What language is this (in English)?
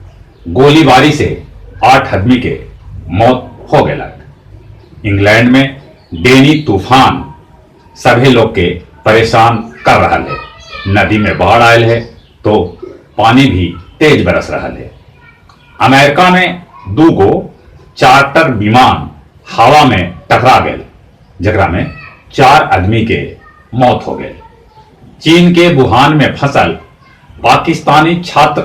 Magahi